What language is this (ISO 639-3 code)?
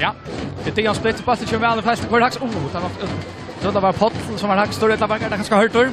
fao